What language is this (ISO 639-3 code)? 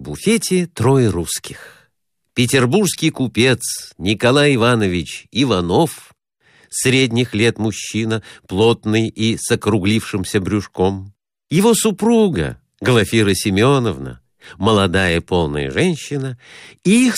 rus